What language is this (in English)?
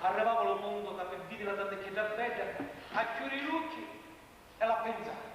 Sicilian